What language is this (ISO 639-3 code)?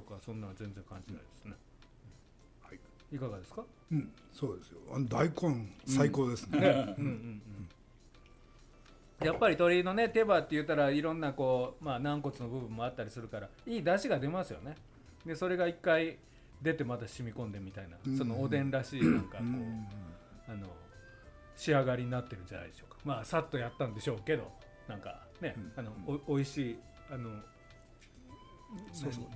jpn